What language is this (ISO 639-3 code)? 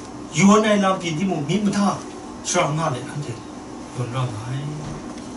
kac